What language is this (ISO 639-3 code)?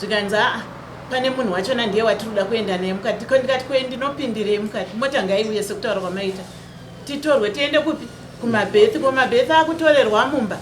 sna